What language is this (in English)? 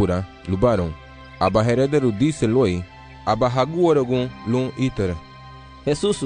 Garifuna